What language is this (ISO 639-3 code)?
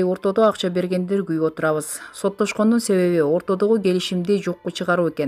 kir